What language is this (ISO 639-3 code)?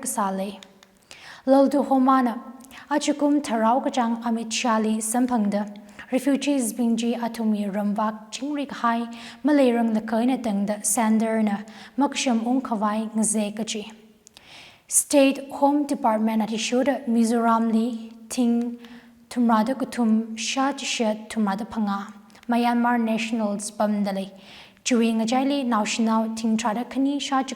nmf